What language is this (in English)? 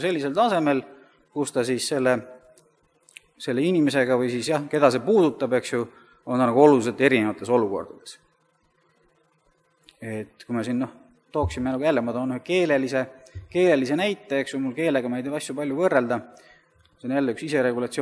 Estonian